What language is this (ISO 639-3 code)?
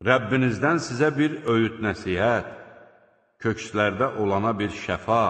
aze